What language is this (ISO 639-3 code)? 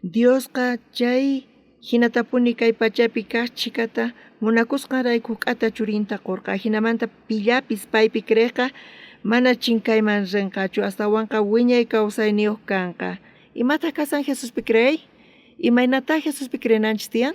quh